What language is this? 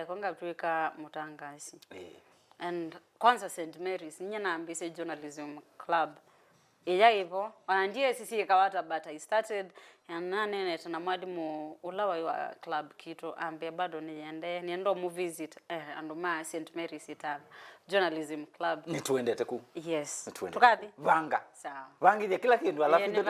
Kamba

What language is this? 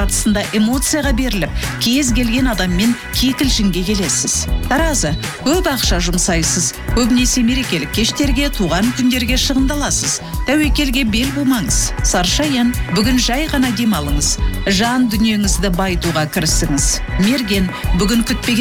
Kazakh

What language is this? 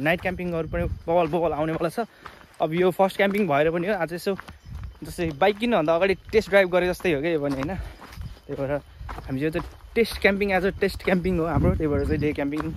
Nepali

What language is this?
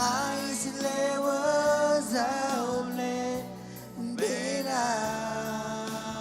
Marshallese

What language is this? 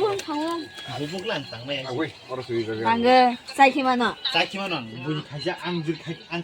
Kok Borok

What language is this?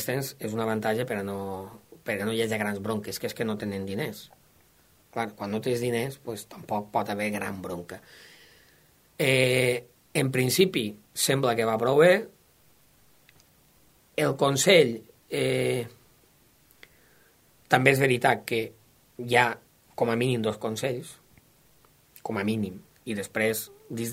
Catalan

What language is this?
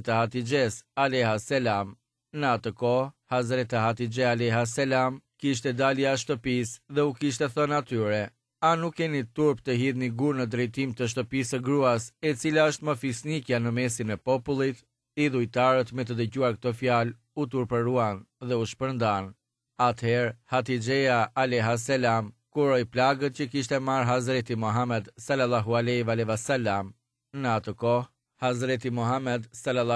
Albanian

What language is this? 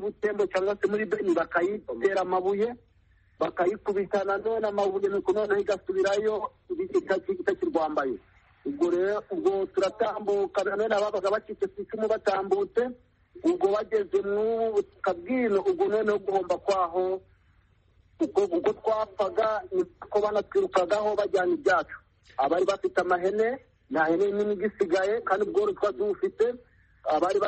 Kinyarwanda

